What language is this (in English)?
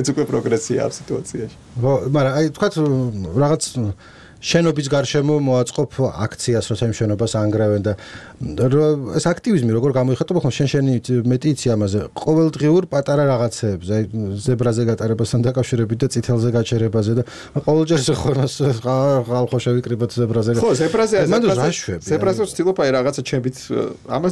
Georgian